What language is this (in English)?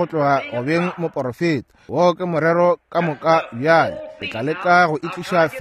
Northern Sotho